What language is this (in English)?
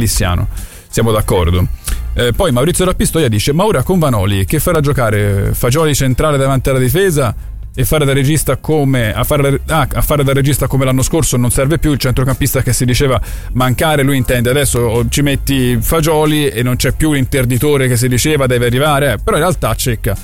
Italian